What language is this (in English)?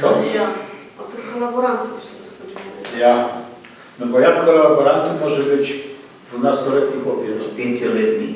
Silesian